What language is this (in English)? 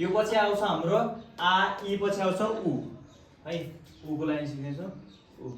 Nepali